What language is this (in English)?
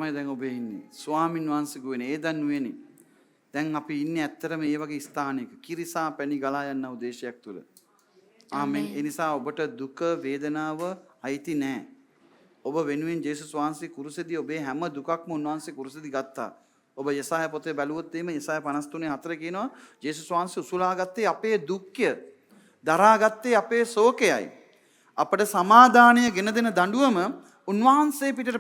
Sinhala